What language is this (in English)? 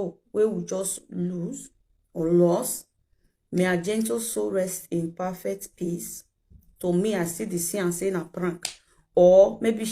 Nigerian Pidgin